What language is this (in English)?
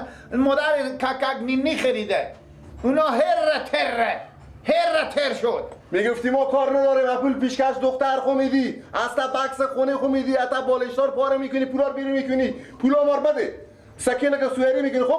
Persian